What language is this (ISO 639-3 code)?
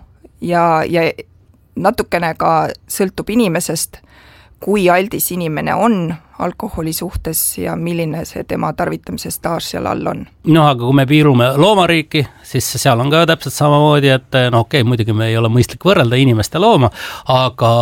est